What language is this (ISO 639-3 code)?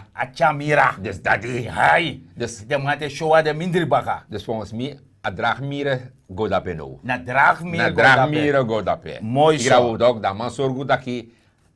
srn